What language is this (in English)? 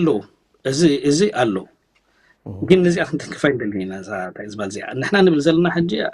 Tigrinya